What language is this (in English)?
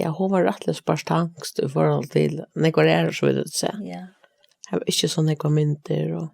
Faroese